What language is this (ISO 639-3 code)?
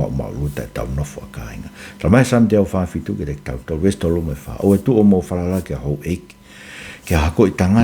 ton